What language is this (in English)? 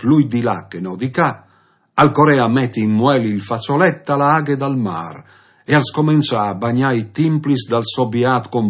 Friulian